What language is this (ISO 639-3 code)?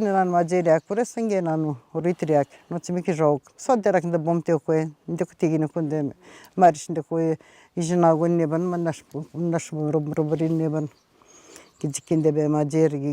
atj